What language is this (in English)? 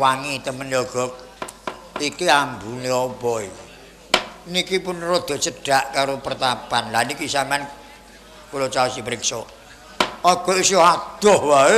Javanese